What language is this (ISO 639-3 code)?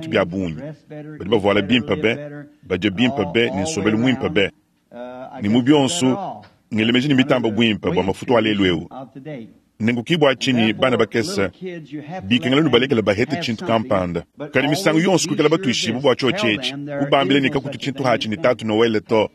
lua